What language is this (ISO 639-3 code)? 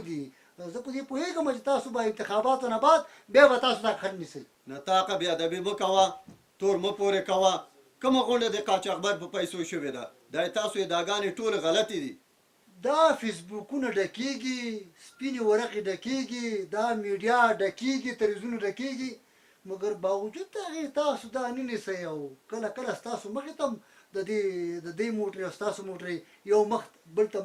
pus